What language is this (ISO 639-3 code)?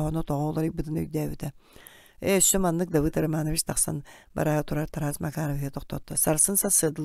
sah